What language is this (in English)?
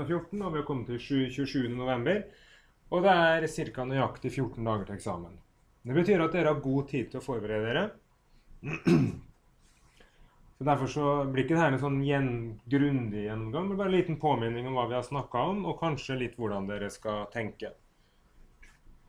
Norwegian